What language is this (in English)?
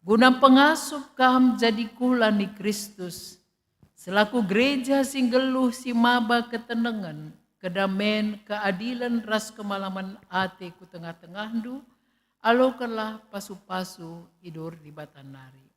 Batak Karo